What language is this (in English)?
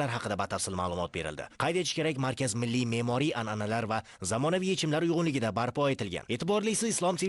Uzbek